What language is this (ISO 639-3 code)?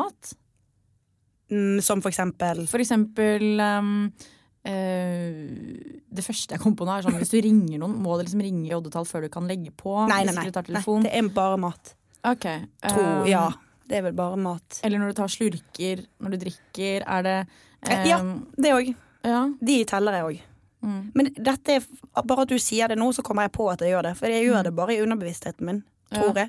nor